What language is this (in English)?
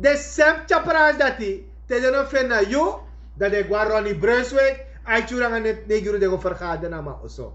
Sranan Tongo